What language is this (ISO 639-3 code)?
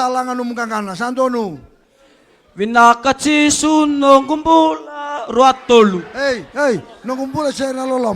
fij